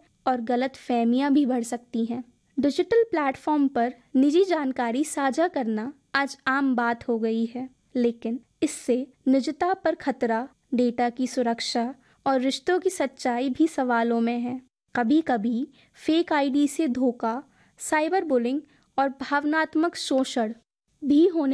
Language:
Hindi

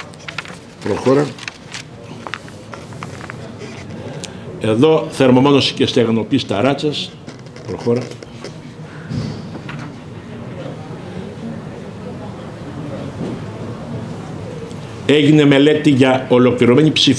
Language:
Greek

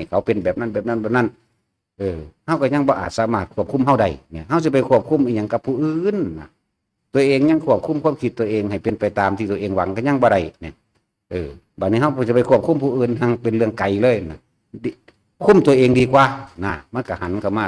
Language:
Northeastern Thai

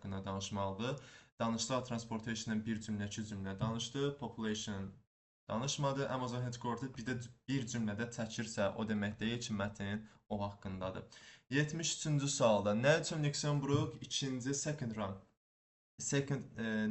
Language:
Azerbaijani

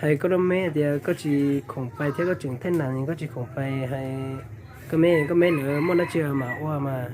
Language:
Hmong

